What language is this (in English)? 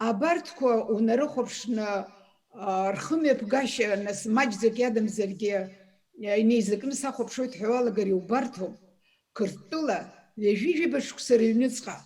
Abkhazian